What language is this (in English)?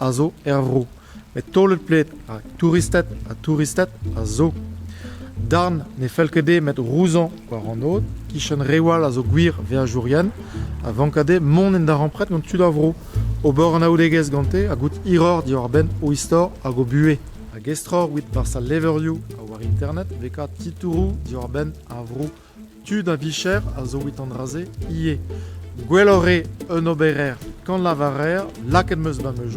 Breton